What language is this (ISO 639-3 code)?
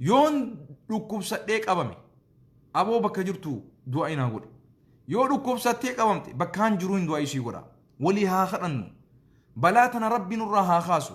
orm